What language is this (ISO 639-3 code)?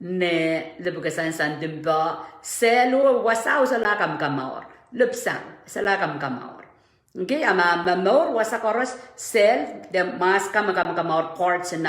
pon